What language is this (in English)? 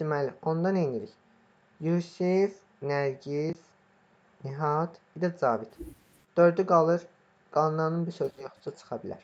Azerbaijani